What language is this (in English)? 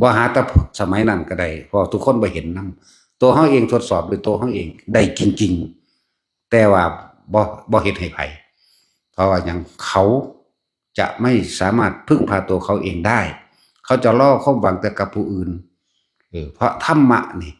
Northeastern Thai